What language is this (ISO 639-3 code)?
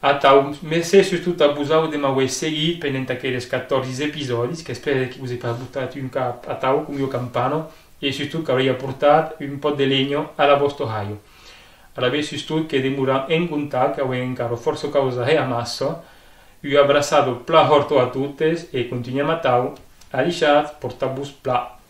oci